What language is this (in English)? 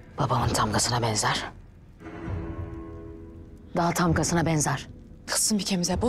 Turkish